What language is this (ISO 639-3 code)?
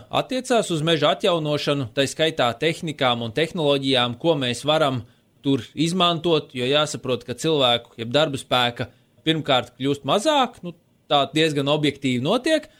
lav